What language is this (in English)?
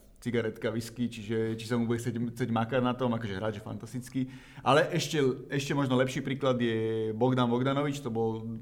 Slovak